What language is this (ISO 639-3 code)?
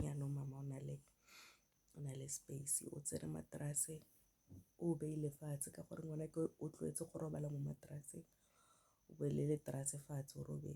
tsn